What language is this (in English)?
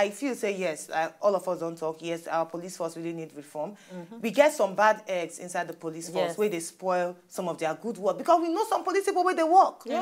Nigerian Pidgin